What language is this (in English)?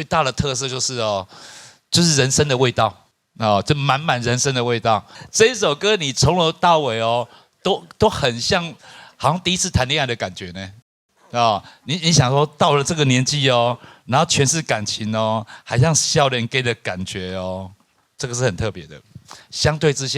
Min Nan Chinese